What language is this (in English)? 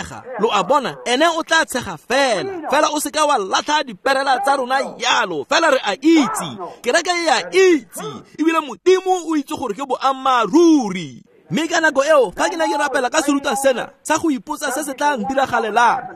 Tswana